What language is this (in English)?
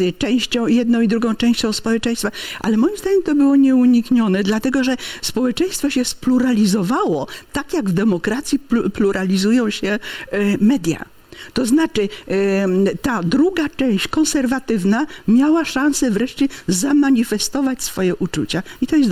Polish